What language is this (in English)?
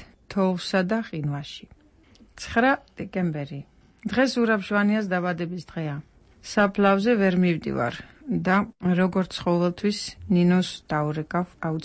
Georgian